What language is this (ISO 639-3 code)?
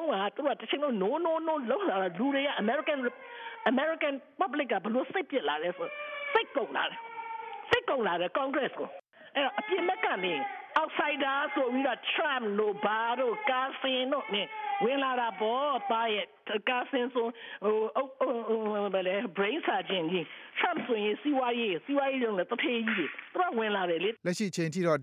mya